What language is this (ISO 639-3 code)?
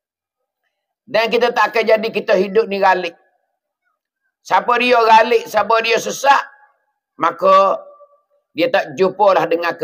mfa